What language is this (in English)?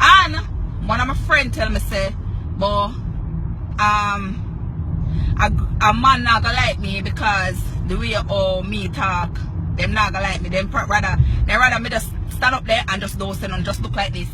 Jamaican Creole English